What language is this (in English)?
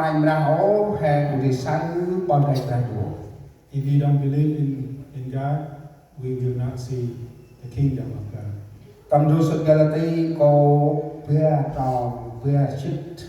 Central Mnong